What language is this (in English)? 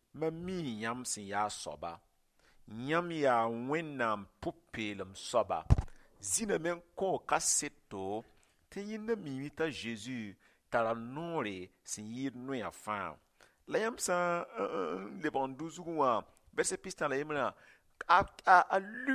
Mossi